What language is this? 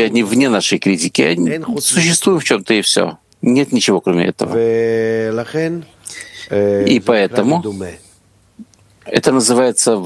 Russian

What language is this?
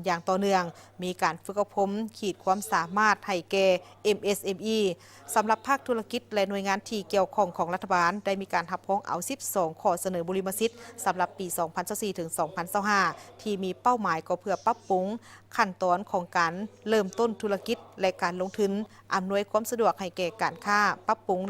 Lao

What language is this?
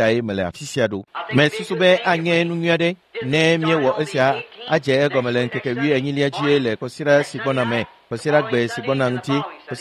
Ewe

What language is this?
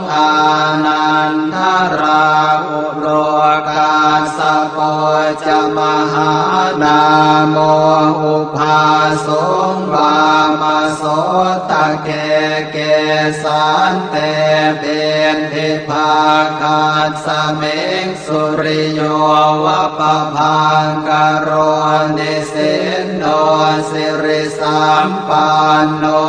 Pali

